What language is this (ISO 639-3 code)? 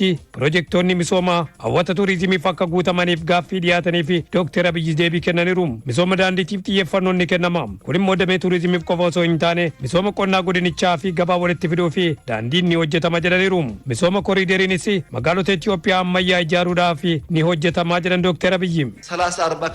orm